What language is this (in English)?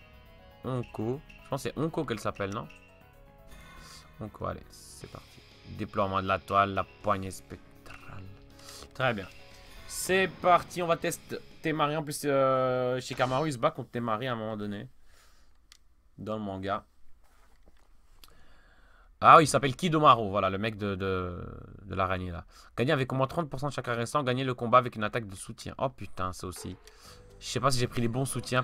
French